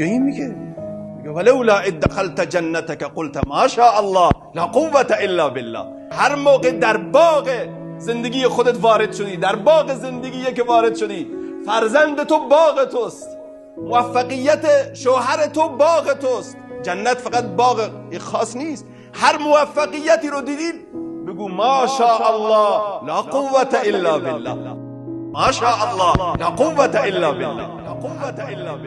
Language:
Persian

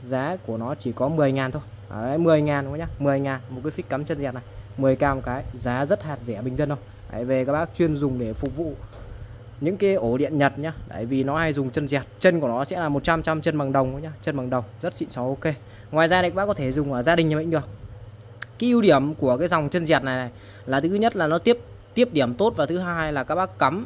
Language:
Vietnamese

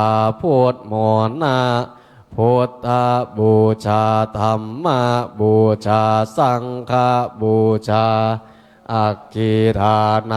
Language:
Pali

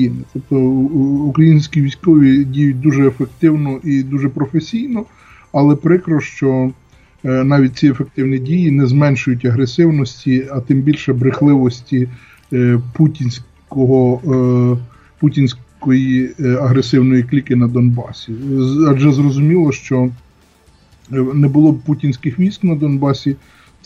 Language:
Ukrainian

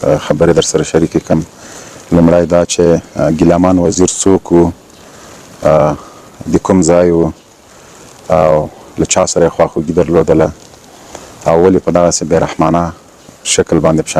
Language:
Pashto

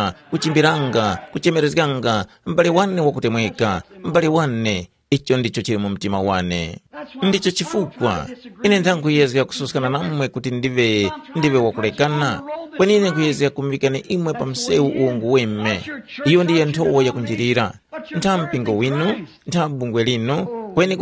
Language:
Tumbuka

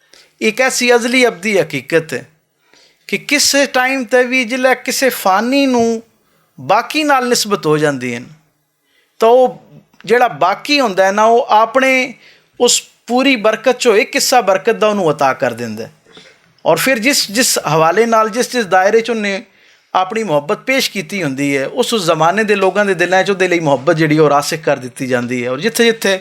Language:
Western Panjabi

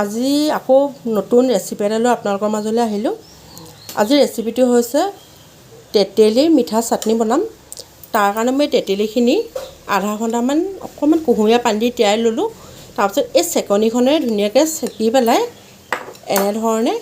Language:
Assamese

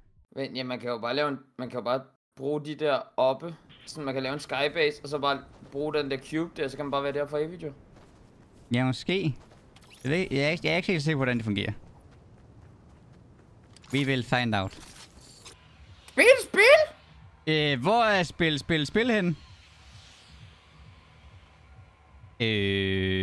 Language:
Danish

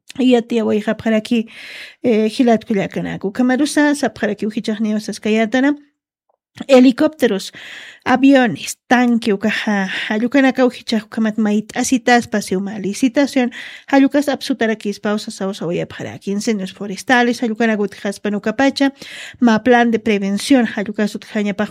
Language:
Aymara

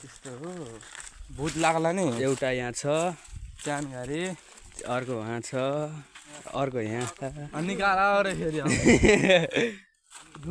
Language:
Nepali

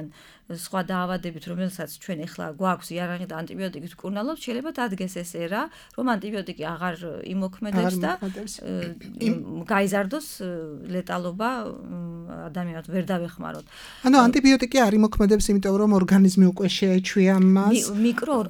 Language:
Georgian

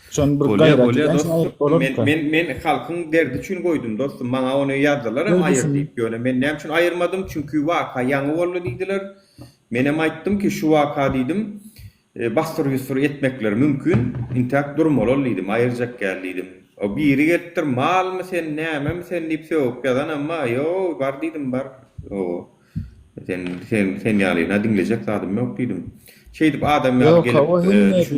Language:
Turkmen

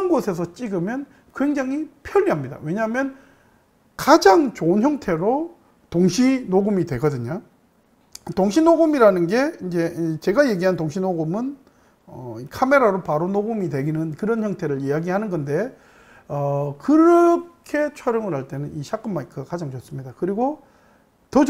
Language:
Korean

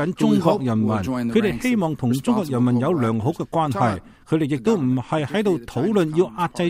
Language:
Cantonese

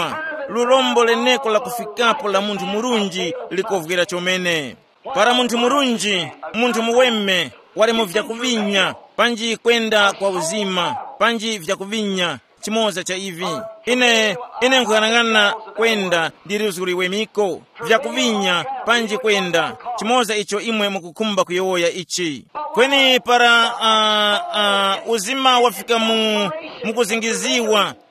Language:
Tumbuka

